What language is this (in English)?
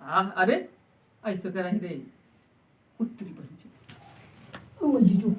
Magahi